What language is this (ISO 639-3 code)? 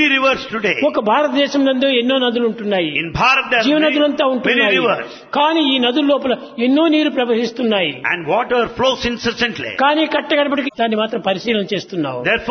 tel